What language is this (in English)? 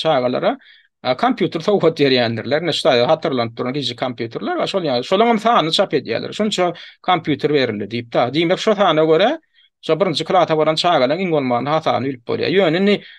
Turkmen